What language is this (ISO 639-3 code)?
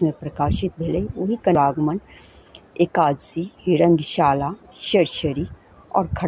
mai